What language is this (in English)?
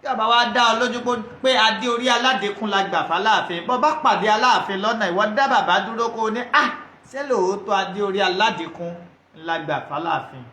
Yoruba